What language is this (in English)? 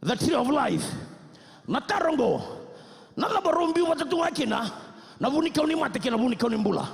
Fijian